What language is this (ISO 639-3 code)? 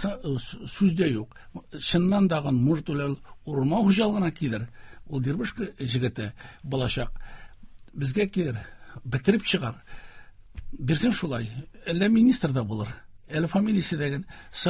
tat